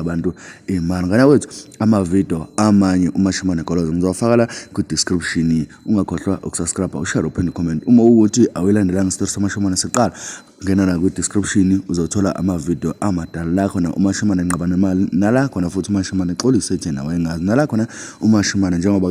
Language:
Zulu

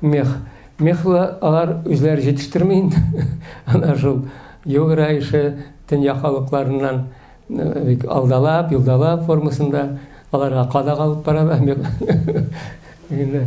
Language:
Tatar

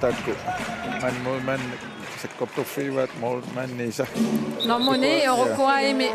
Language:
Kalaallisut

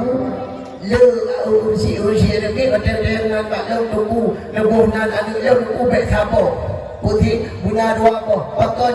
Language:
Achinese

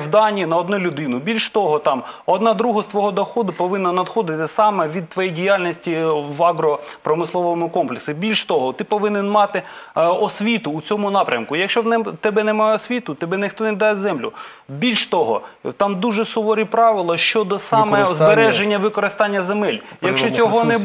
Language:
Ukrainian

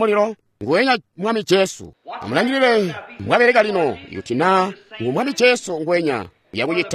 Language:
Tonga (Zambia)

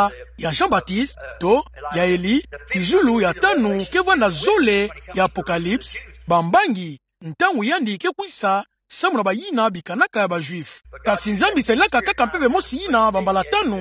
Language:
Kituba (Democratic Republic of Congo)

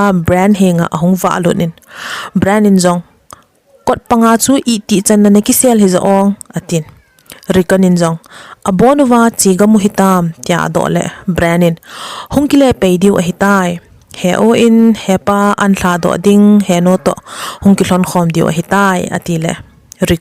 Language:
Thado Chin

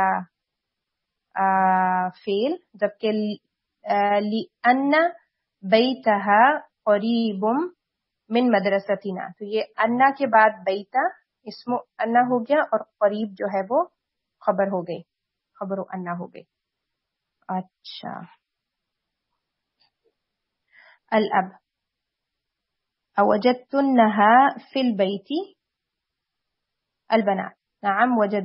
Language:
Urdu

